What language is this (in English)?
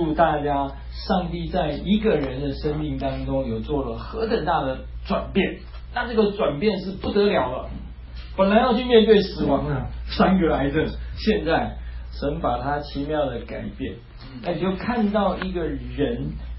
Chinese